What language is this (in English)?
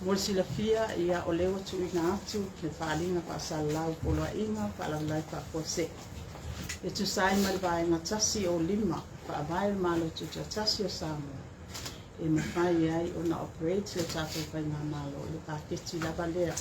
Samoan